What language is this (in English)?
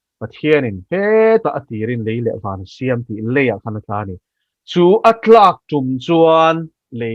Mizo